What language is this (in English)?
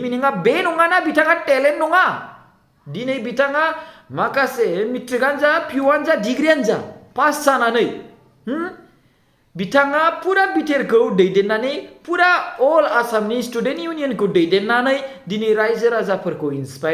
Bodo